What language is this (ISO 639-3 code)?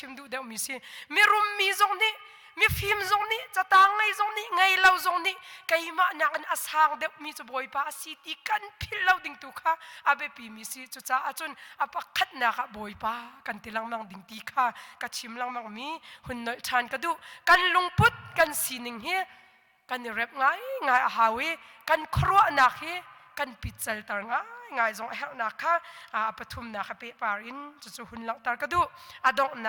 cnh